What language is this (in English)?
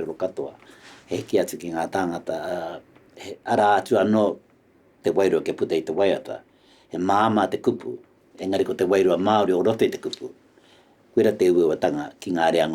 Māori